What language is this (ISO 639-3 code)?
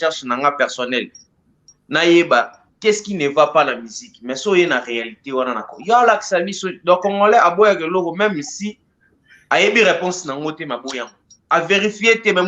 lin